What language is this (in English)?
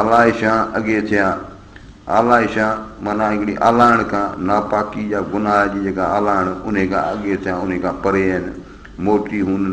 Sindhi